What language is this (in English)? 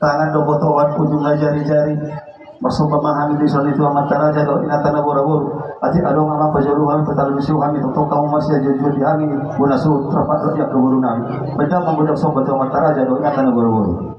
Batak Toba